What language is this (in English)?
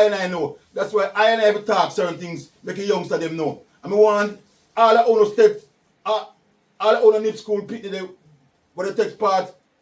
Jamaican Creole English